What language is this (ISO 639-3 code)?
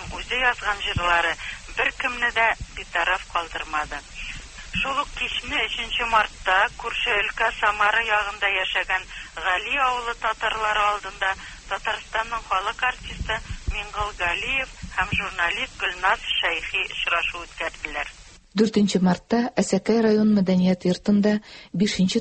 tat